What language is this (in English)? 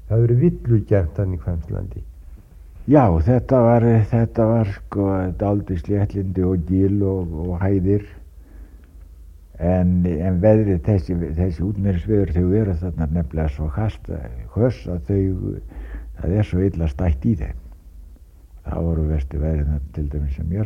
Icelandic